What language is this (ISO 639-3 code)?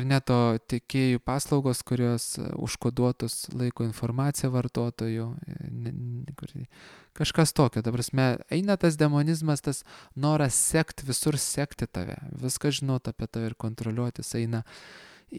lit